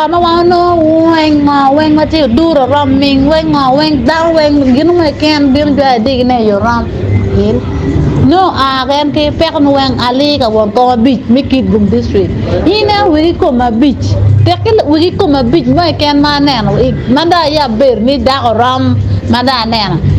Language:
Acoli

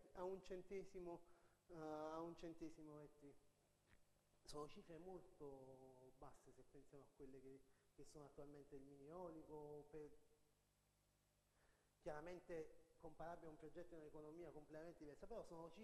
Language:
Italian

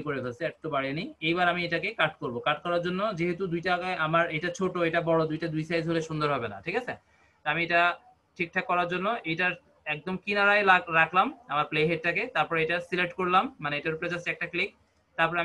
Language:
Bangla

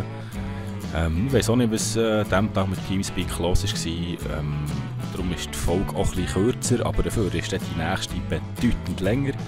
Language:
Swiss German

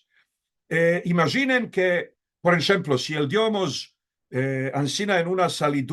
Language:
Ladino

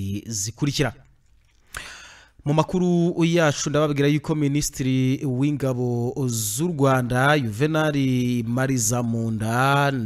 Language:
Kinyarwanda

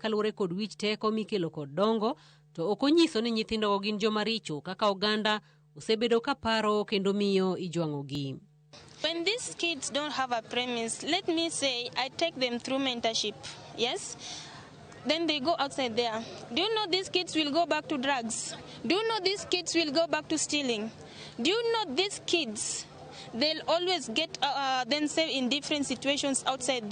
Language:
Luo (Kenya and Tanzania)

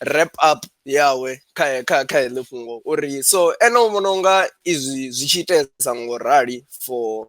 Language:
Venda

